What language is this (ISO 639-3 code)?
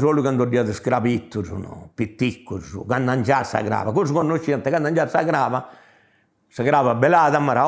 srd